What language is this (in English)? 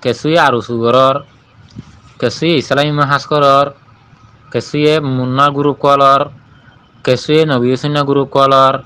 Rohingya